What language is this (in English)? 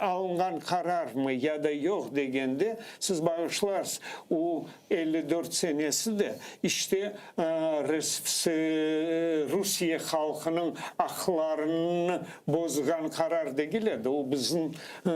Crimean Tatar